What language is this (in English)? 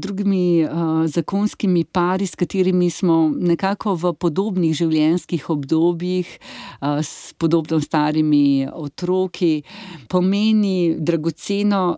Slovenian